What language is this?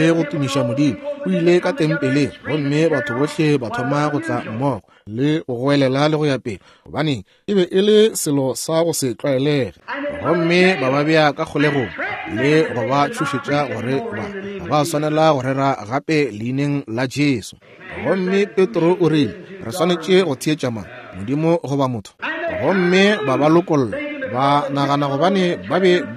Northern Sotho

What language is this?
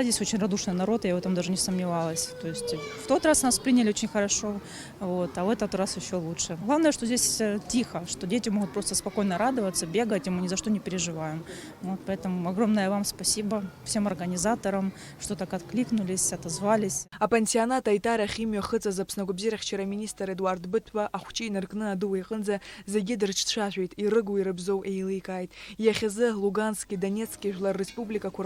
Abkhazian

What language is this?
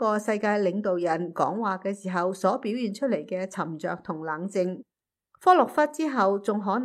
Cantonese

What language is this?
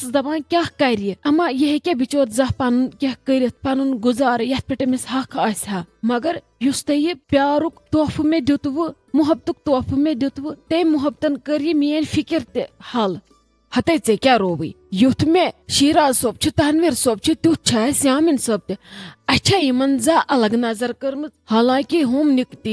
Kashmiri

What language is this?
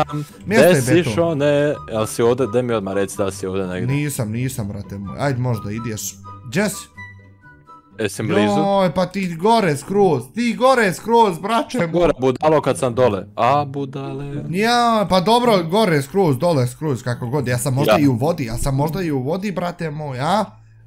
Bosnian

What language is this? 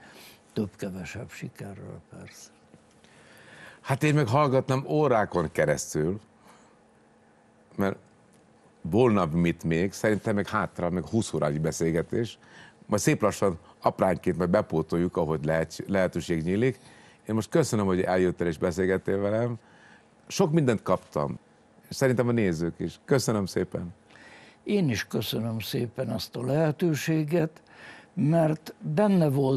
Hungarian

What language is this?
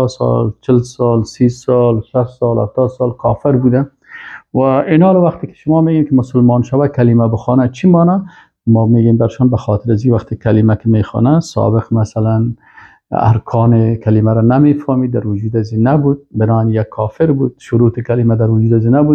Persian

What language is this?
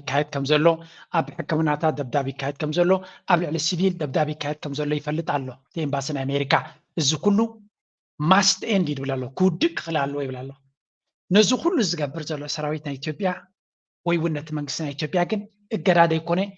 Tigrinya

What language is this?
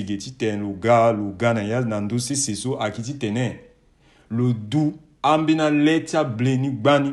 Sango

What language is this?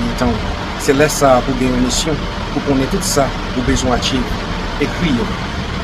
Haitian Creole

